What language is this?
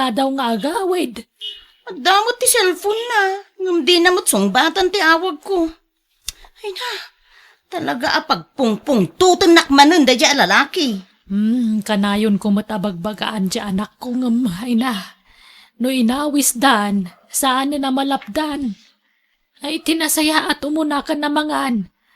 Iloko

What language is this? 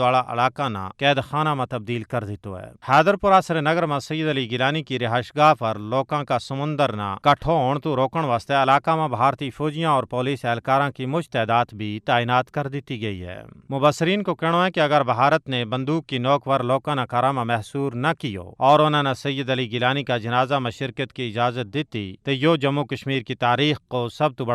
Gujari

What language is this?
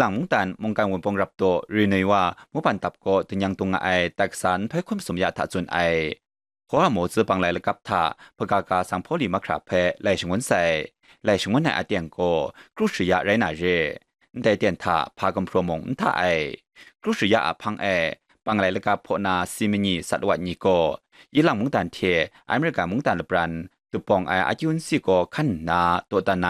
Kachin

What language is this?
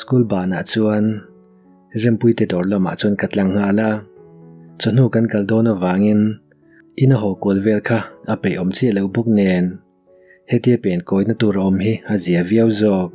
Mizo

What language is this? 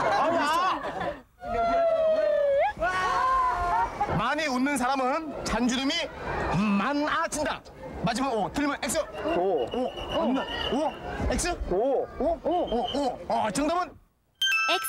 Korean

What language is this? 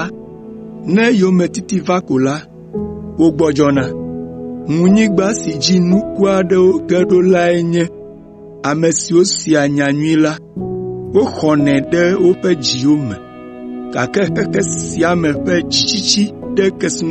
Ewe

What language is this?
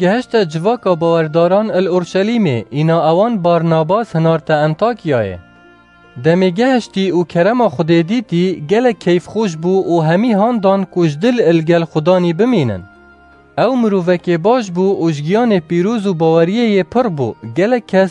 Kurdish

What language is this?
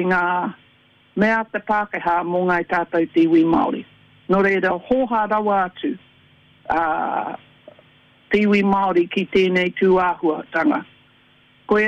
Māori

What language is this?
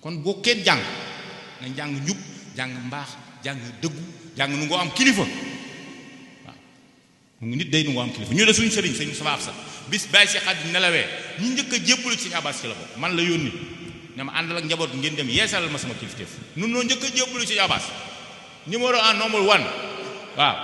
Wolof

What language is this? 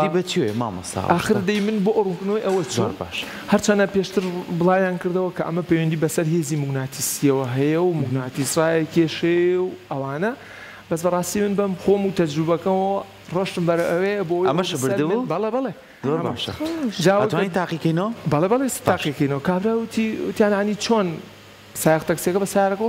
Central Kurdish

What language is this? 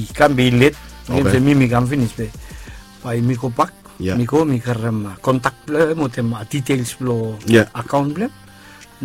Bislama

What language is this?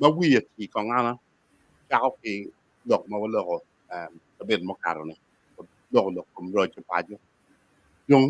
Acoli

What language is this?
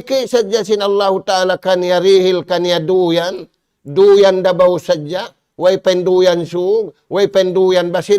Tausug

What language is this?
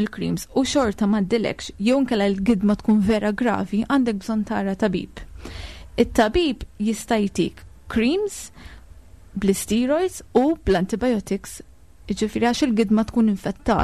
Maltese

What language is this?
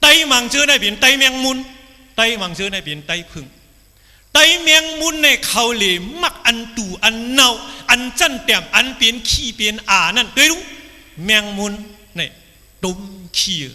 Shan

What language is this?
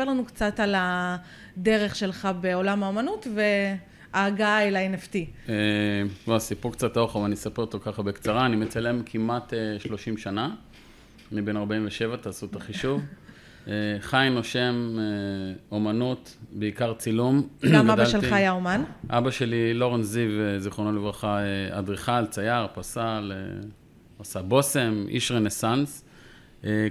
Hebrew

